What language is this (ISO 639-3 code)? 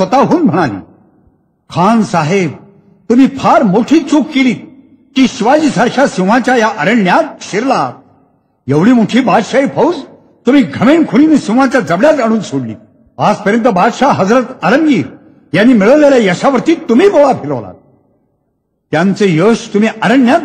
mar